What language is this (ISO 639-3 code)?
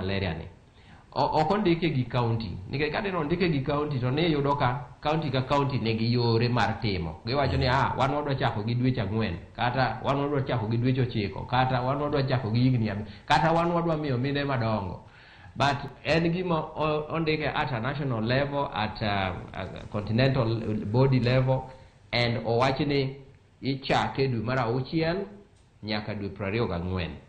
luo